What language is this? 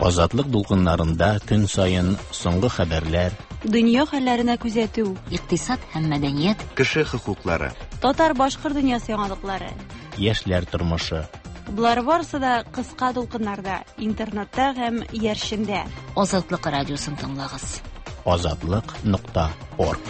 Tatar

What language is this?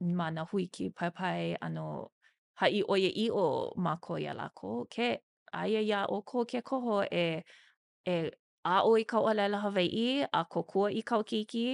Hawaiian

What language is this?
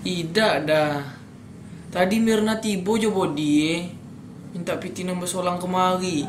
Minangkabau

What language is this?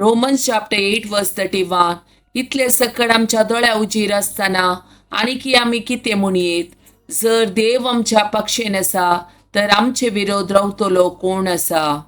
Konkani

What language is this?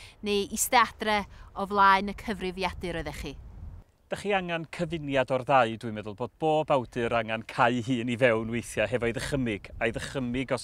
Welsh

